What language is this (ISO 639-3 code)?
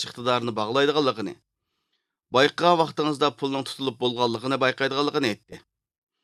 uig